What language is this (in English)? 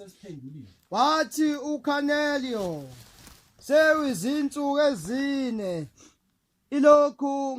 Zulu